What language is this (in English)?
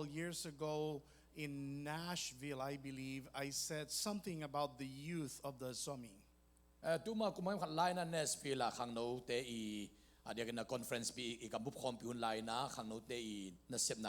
Tedim Chin